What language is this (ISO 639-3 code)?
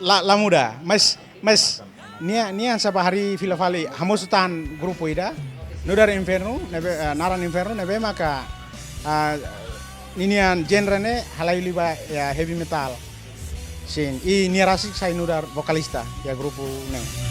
tet